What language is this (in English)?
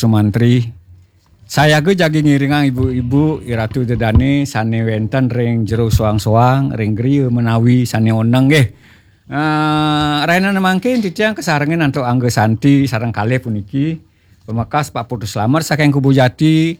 Balinese